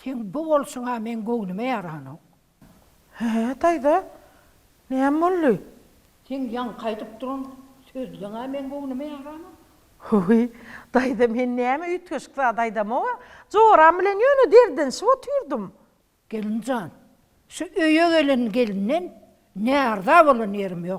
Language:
Turkmen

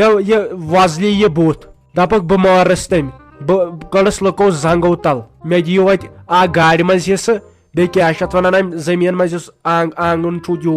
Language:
Kashmiri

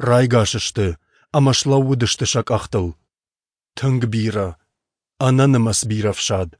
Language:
Ossetic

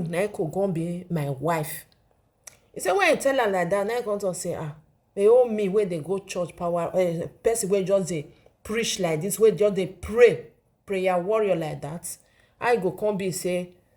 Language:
Nigerian Pidgin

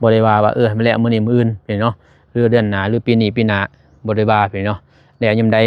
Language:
Lao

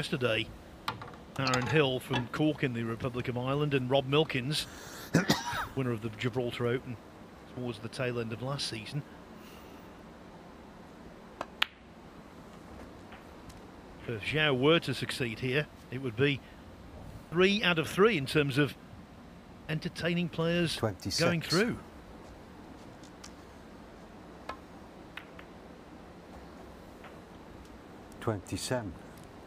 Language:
English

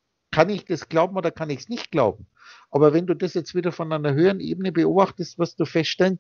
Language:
German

